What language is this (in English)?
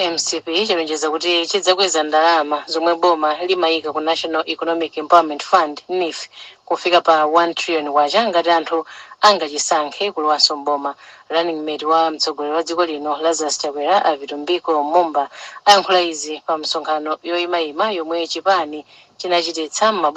Nyanja